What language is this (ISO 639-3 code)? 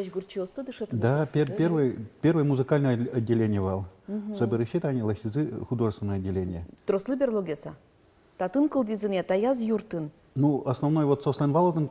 udm